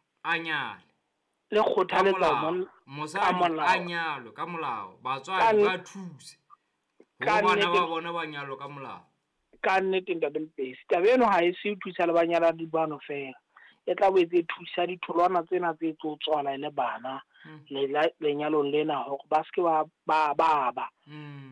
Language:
Southern Sotho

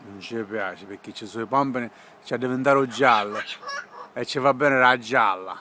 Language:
Sicilian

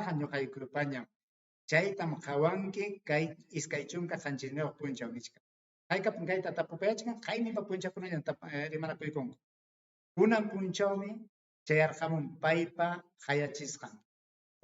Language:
Ayacucho Quechua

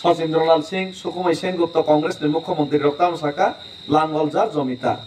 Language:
Kok Borok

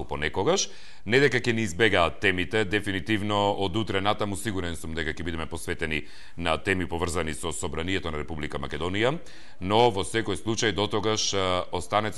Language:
Macedonian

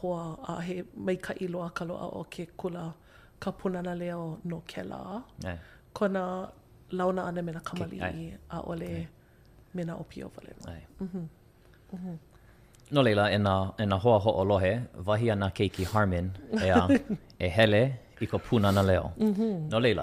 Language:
Hawaiian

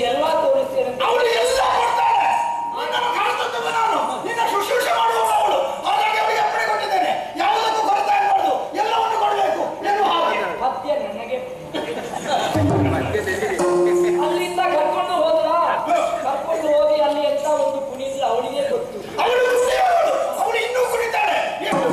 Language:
Kannada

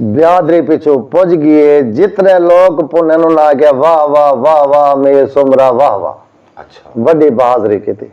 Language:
Saraiki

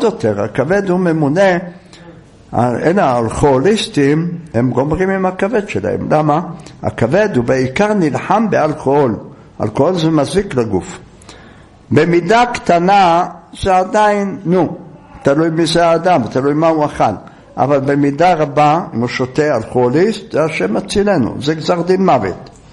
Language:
Hebrew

